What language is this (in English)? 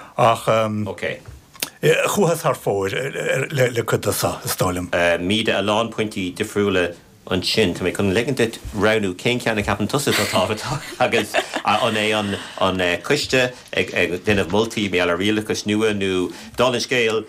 Irish